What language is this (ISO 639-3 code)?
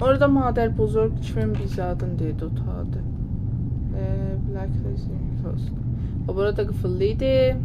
azb